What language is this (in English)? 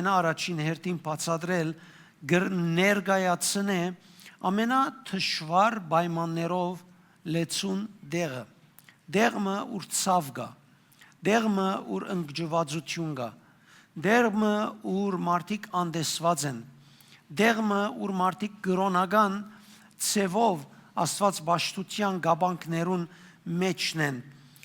Western Armenian